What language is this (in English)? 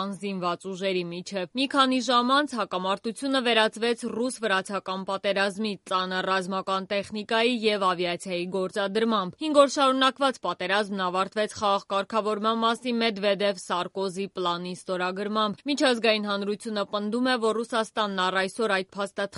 Armenian